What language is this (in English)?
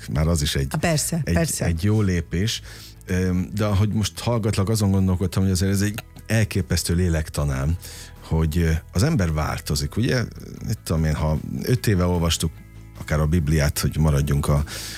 Hungarian